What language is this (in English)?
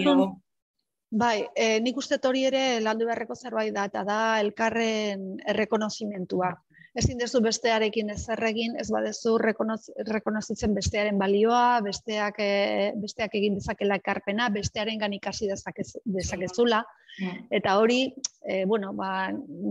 Basque